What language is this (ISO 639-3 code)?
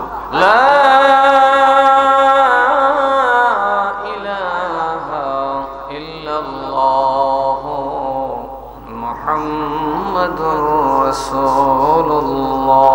ben